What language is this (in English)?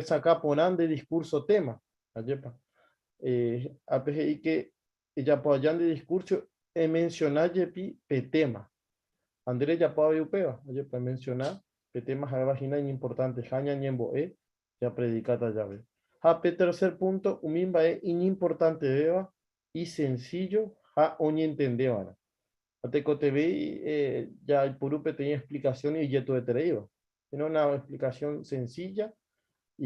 Guarani